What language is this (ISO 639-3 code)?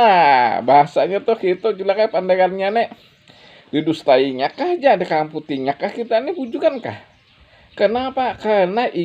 bjn